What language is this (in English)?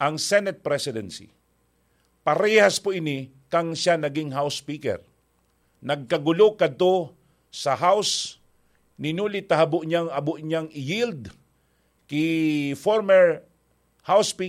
Bikol